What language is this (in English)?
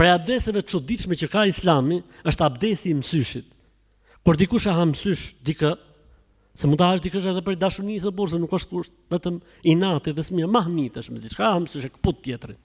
Albanian